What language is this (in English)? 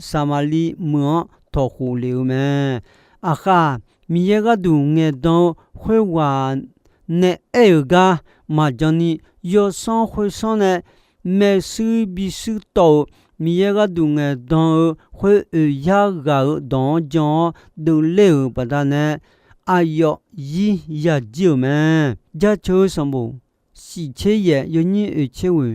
Akha